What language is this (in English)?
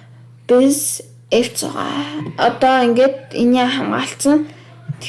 Mongolian